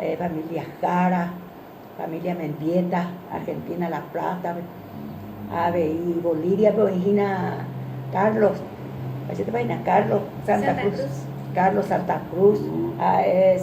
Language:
Guarani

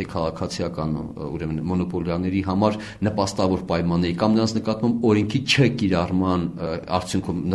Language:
Armenian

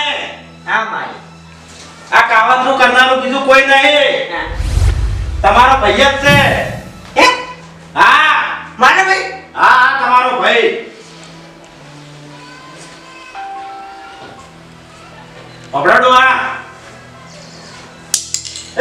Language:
Gujarati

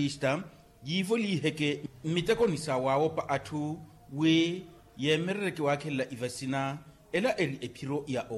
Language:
Makhuwa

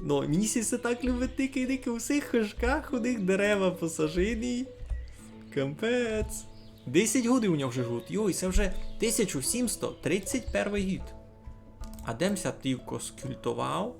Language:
Rusyn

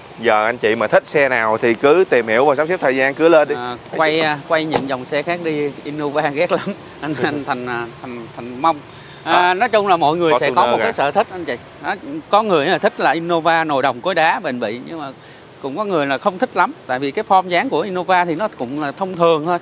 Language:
Vietnamese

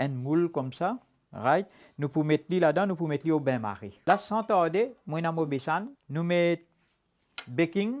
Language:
Morisyen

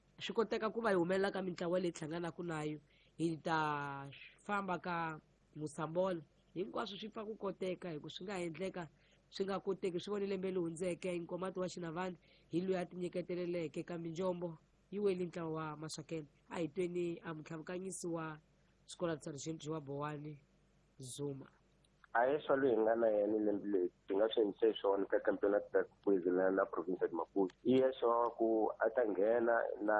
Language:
Tsonga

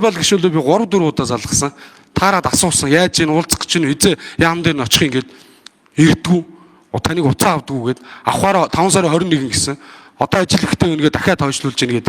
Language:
Mongolian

